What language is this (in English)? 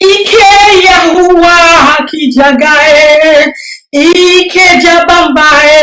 Igbo